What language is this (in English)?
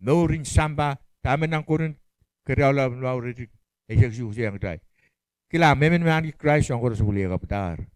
Pohnpeian